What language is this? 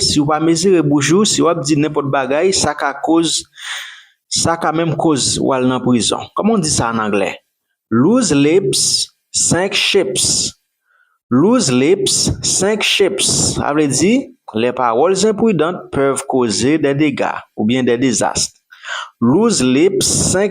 Haitian Creole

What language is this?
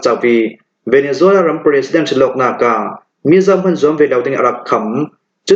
Falam Chin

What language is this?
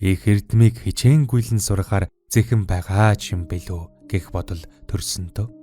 Mongolian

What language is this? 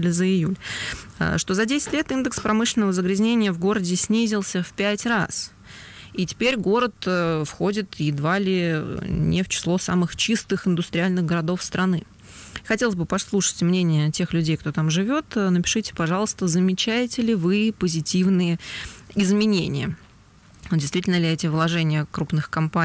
Russian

